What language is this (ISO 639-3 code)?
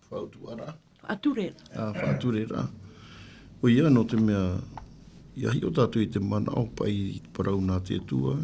tah